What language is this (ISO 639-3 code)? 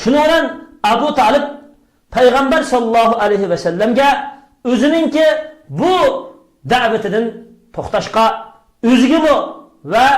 uig